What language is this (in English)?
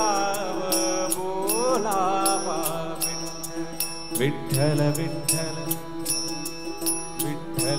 Marathi